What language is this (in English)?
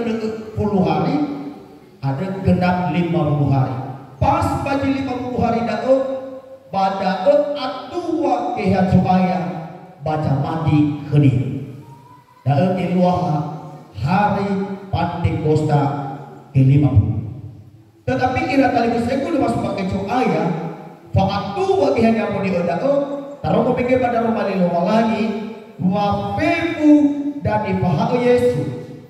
Nias